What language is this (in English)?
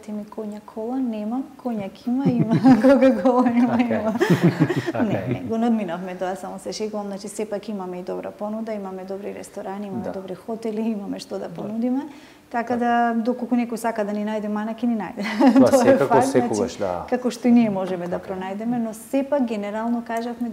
Macedonian